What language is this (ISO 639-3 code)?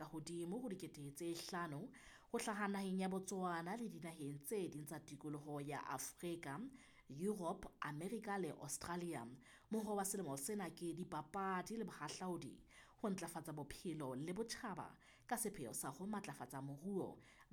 sot